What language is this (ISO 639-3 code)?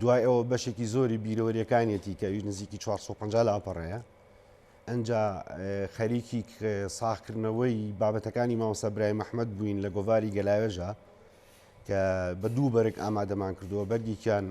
ckb